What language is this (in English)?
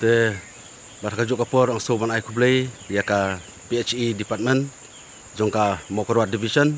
Khasi